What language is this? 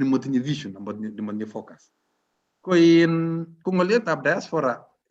Kalenjin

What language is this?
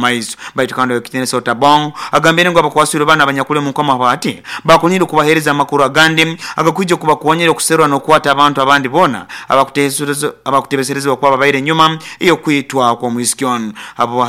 Nyoro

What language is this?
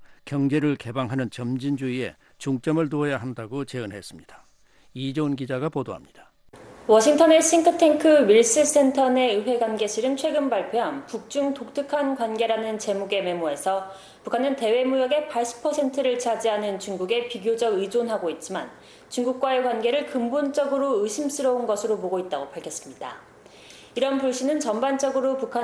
Korean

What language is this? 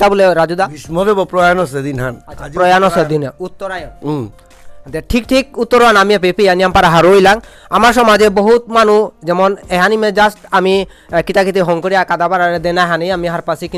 Bishnupriya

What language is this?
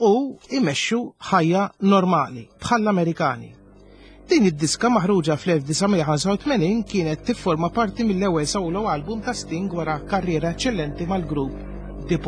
Maltese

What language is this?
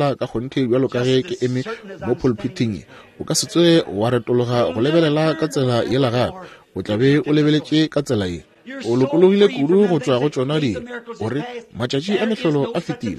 Northern Sotho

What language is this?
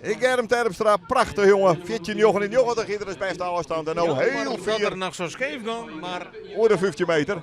Western Frisian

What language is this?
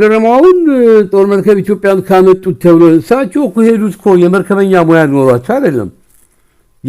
Amharic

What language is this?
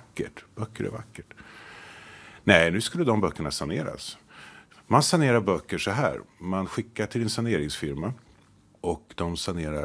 Swedish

